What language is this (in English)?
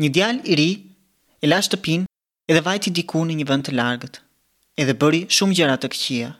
Albanian